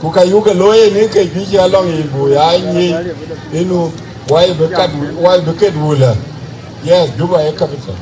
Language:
Dinka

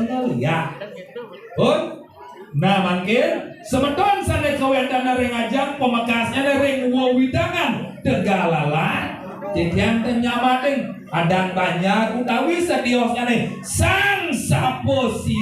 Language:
Balinese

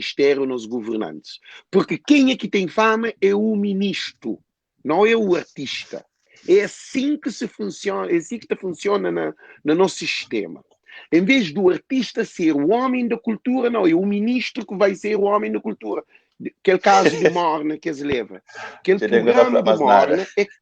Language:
Kabuverdianu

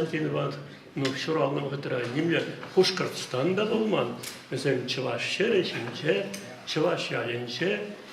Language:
Chuvash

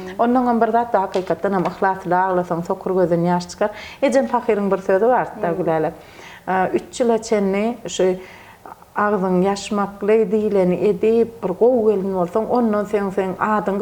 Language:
Turkmen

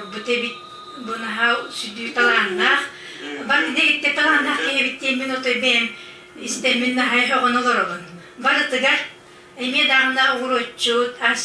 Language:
Yakut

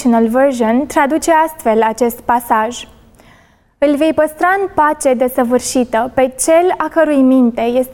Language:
Romanian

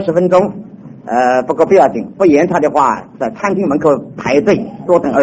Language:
Chinese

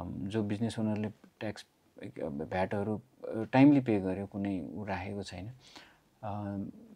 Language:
Nepali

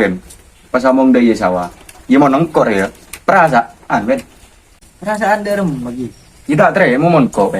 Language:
Madurese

